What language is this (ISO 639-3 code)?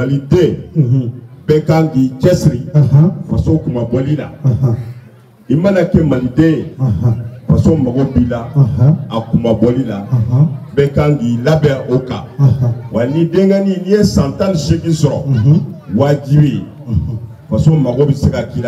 bam